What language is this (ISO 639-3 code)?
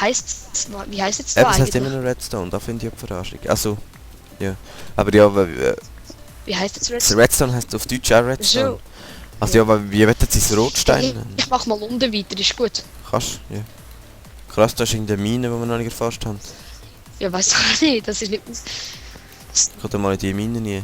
gsw